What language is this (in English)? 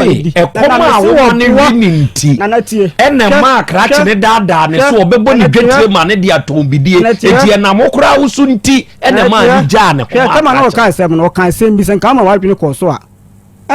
Akan